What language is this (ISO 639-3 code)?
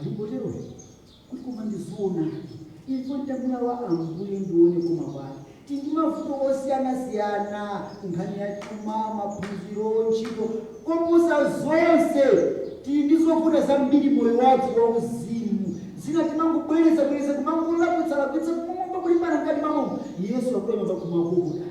nya